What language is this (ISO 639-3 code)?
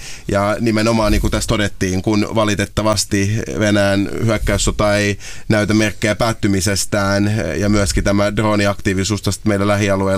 fin